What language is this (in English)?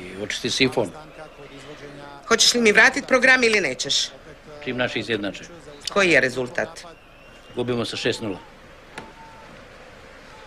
Croatian